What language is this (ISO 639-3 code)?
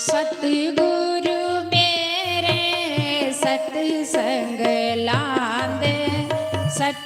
doi